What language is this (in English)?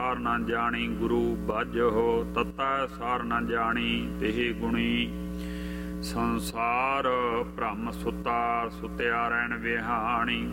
Punjabi